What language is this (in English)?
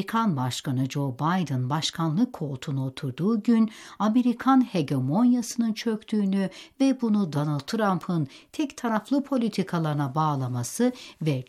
Turkish